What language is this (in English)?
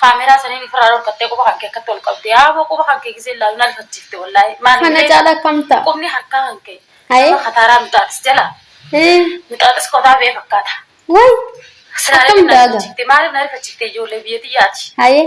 Oromo